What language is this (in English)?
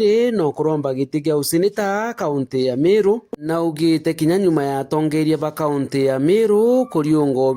Meru